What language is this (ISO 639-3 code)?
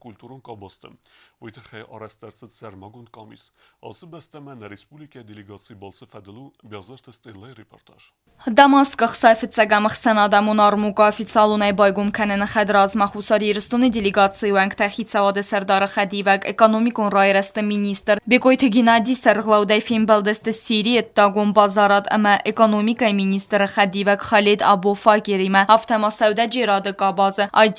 oss